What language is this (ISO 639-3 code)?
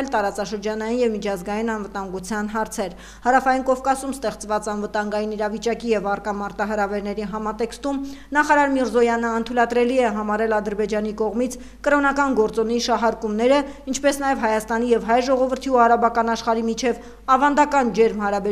hye